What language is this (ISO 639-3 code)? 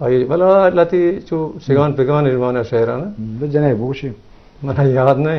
bgp